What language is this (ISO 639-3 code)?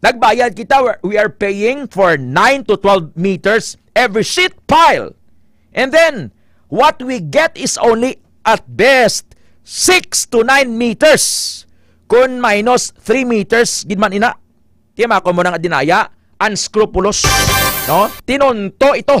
hil